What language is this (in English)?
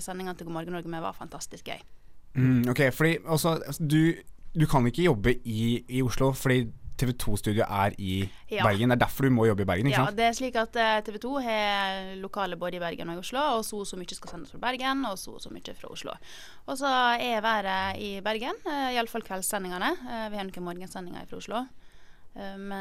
Norwegian